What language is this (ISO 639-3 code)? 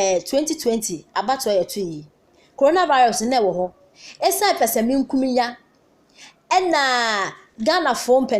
aka